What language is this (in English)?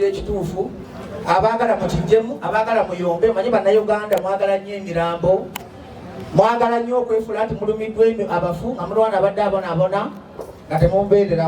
Ganda